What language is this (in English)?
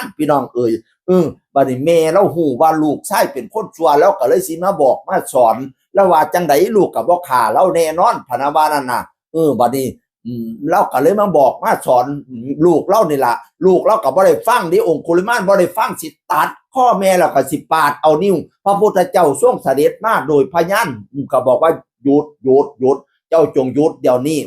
Northeastern Thai